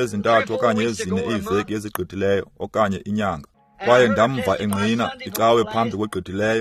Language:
Xhosa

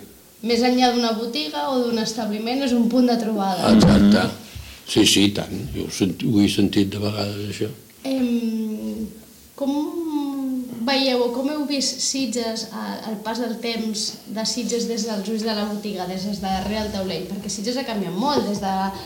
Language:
Catalan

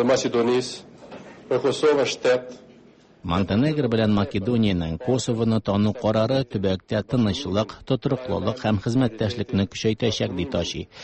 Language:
Tatar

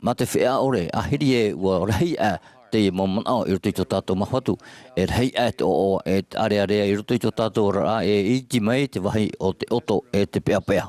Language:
Tahitian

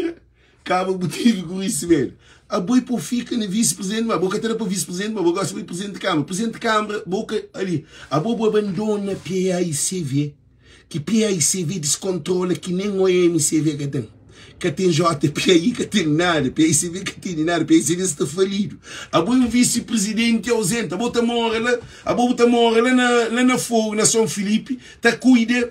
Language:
Kabuverdianu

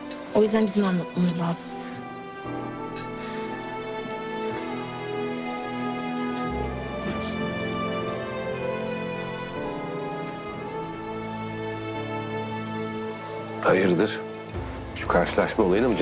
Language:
Turkish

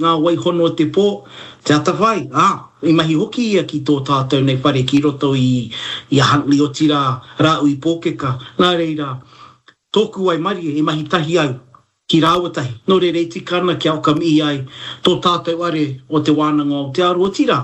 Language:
Māori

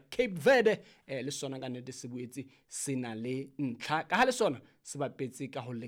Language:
Southern Sotho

